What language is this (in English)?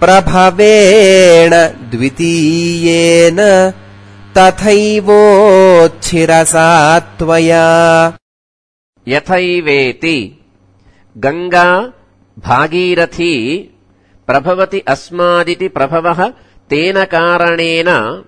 Sanskrit